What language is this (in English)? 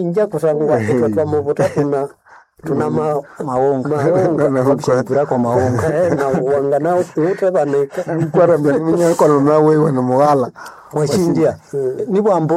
Nande